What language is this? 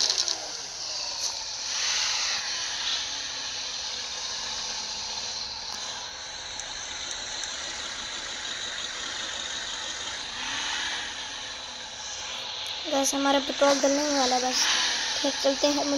Hindi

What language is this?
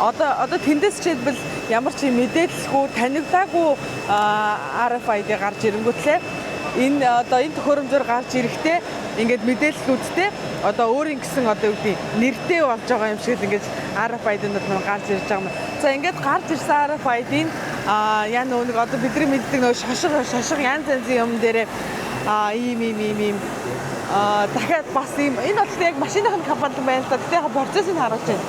Mongolian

